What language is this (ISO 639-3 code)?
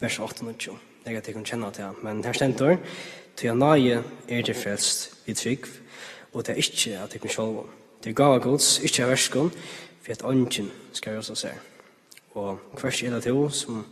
fao